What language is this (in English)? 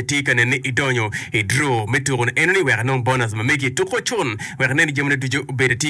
Acoli